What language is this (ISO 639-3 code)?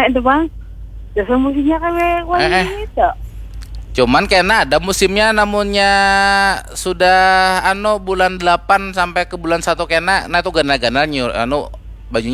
bjn